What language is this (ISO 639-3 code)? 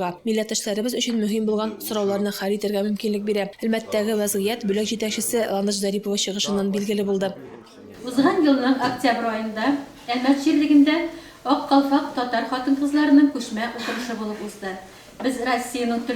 tat